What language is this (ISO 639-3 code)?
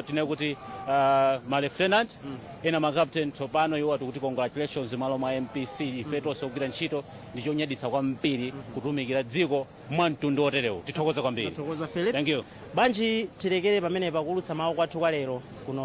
nya